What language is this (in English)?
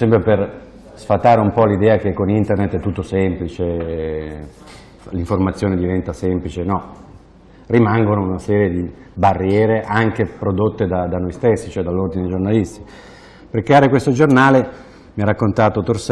Italian